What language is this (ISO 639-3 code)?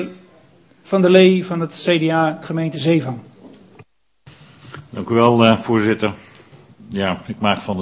nld